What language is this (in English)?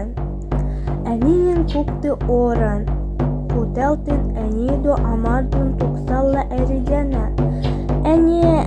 Evenki